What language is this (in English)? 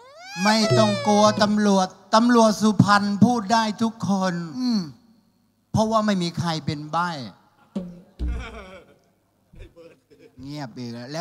Thai